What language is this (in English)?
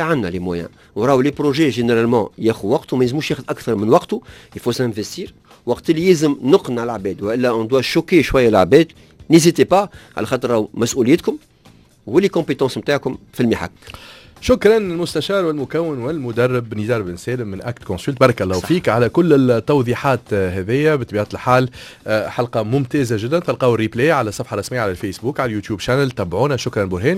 Tunisian Arabic